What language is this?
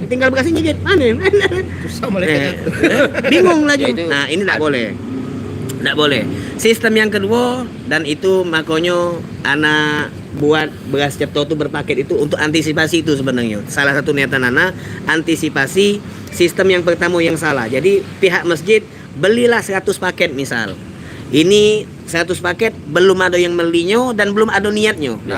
Musi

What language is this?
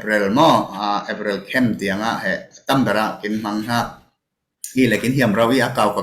Falam Chin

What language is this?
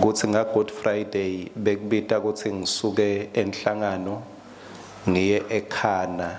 Swati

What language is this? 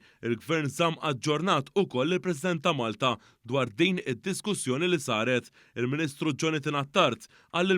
Maltese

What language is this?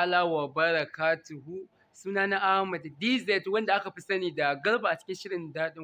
Hausa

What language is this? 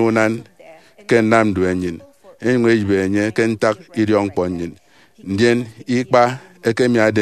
Efik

